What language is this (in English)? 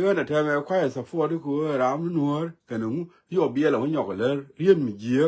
Nuer